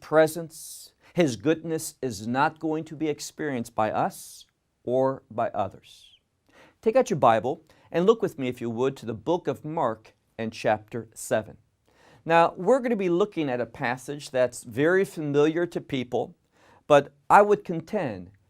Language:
English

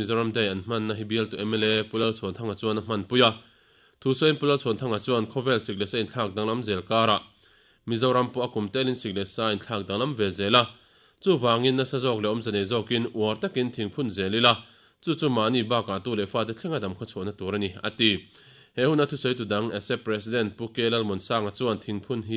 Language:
Mizo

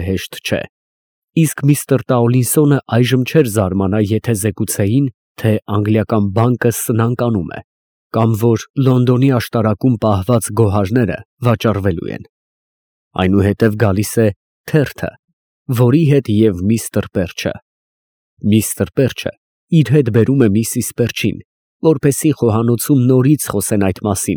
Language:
Armenian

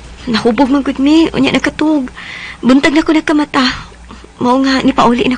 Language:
Cebuano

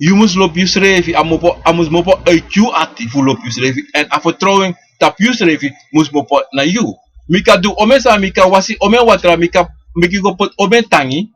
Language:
Sranan Tongo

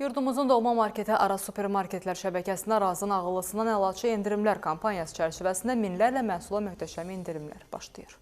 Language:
Azerbaijani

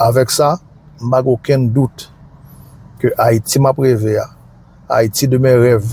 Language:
Haitian Creole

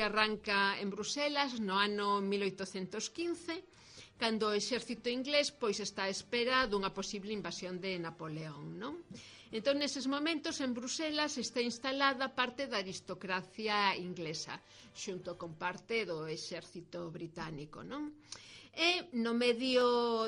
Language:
Galician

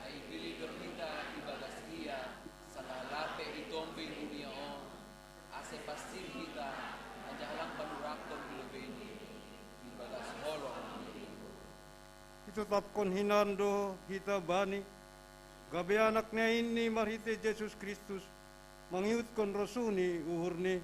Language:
Batak Simalungun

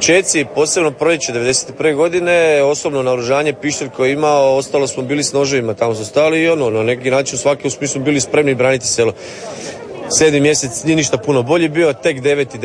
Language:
Croatian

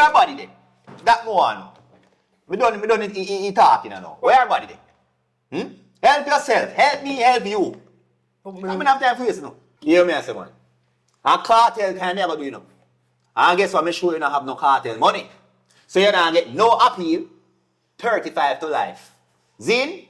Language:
Jamaican Creole English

